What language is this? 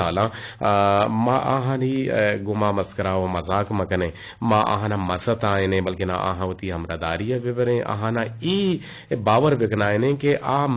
Eastern Balochi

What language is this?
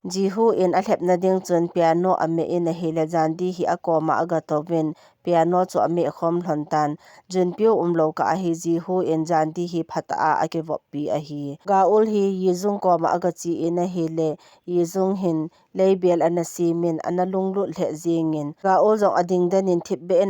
Thado Chin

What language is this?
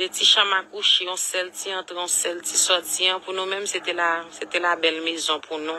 Haitian Creole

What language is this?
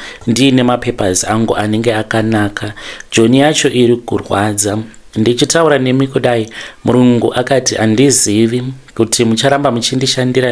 Shona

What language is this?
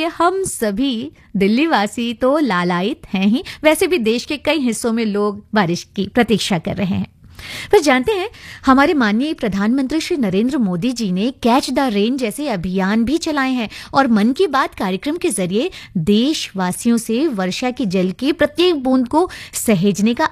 Hindi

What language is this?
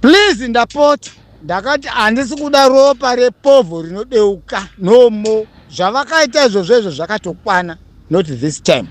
Shona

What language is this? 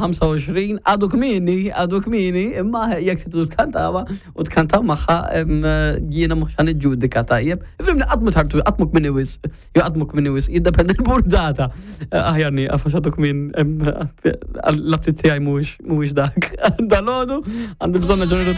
Maltese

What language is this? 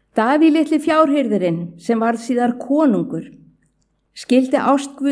Icelandic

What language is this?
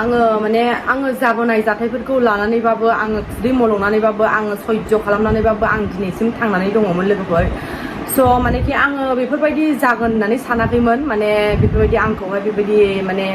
Bodo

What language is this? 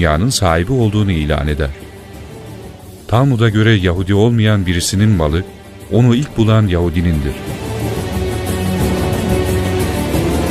Turkish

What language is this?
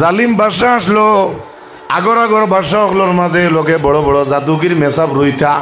Sylheti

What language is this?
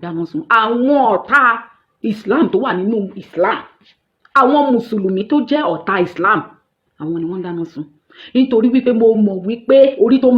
Yoruba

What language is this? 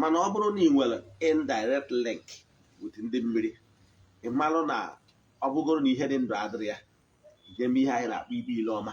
Igbo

